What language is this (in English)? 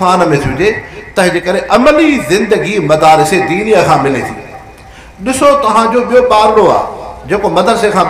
Sindhi